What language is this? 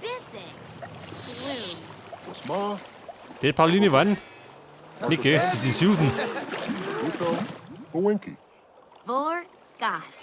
Bavarian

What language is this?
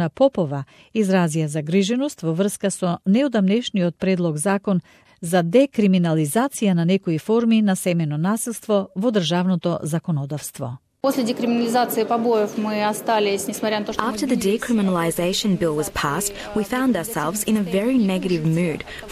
Macedonian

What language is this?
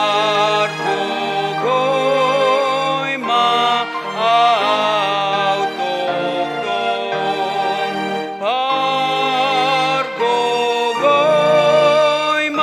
Batak Toba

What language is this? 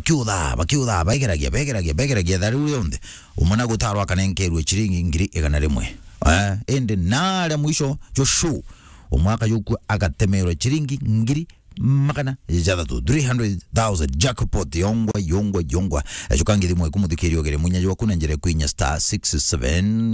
Meru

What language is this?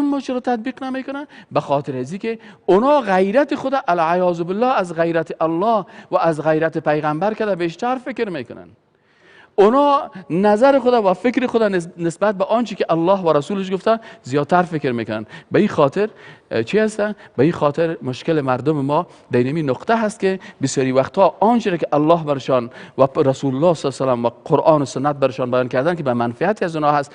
Persian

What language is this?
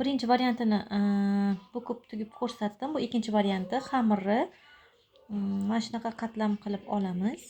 Uzbek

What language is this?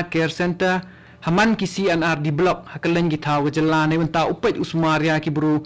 Khasi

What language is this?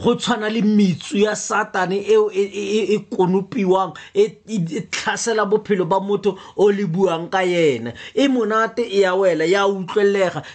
Tswana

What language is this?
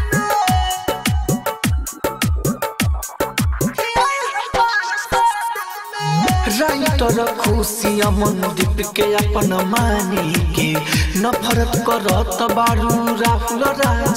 Bhojpuri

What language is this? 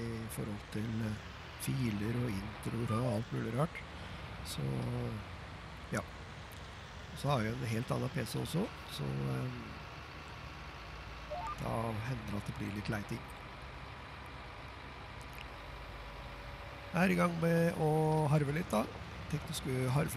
Norwegian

